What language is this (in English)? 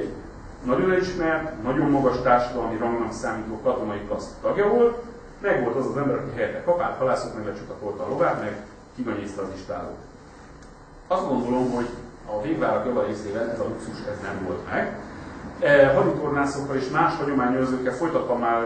Hungarian